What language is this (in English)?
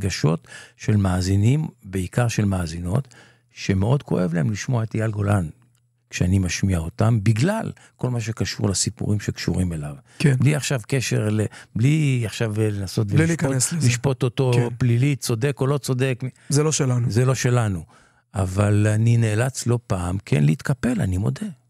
Hebrew